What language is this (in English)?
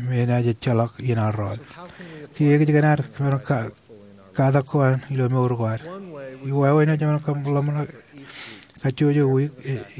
Marshallese